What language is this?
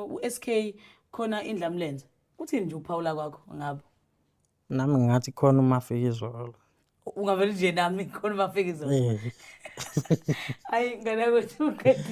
Zulu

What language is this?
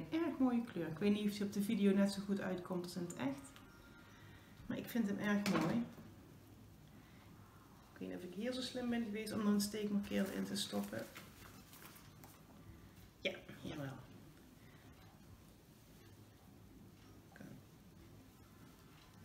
Dutch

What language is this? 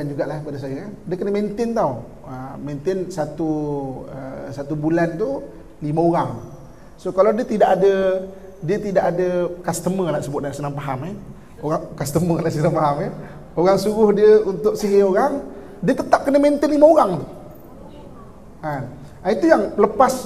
Malay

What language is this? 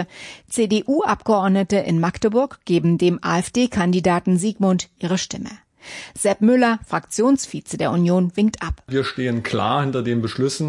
German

